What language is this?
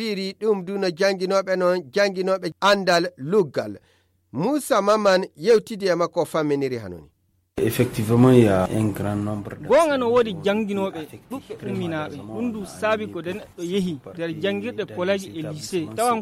Fula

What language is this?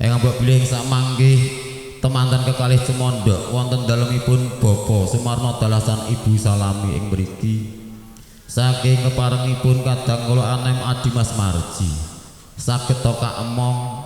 Javanese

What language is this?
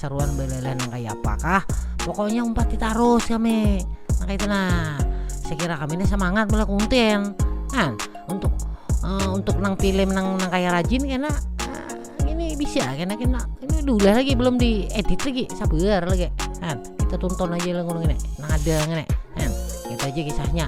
Banjar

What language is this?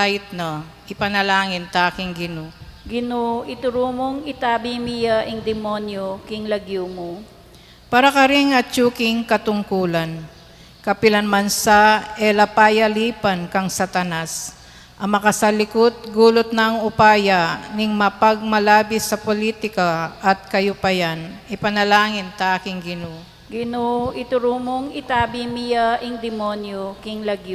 Pampanga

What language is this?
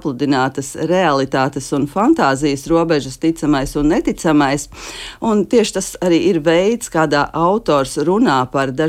Latvian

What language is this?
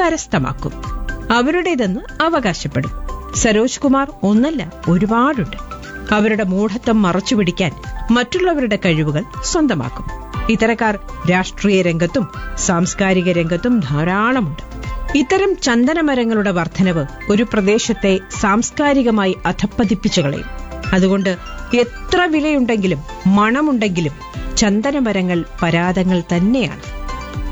Malayalam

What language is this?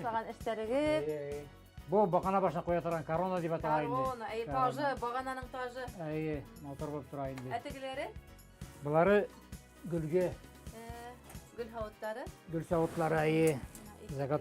Bashkir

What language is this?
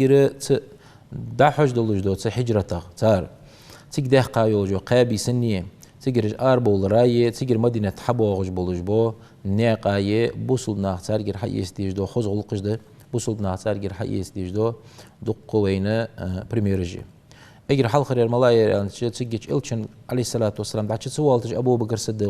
Ingush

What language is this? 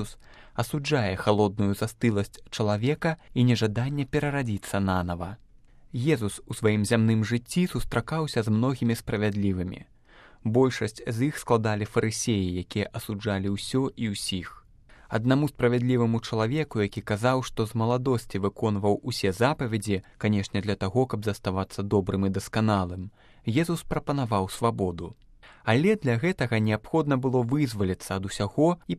Belarusian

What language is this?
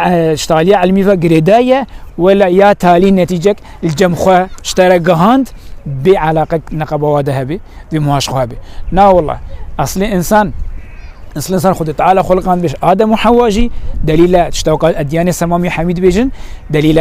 Kurdish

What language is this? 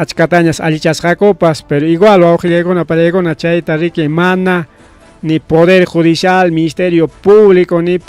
Ayacucho Quechua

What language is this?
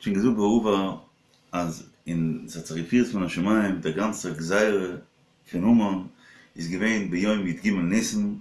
Yiddish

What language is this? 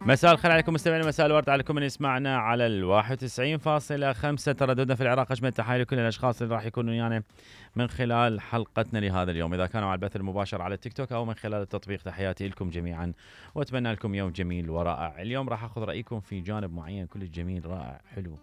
Mesopotamian Arabic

